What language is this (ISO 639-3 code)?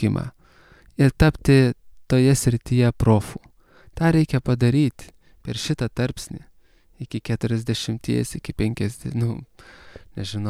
lit